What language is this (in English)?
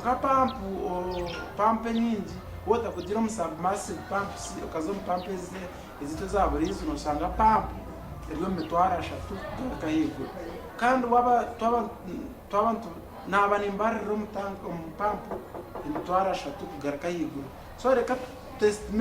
Nyankole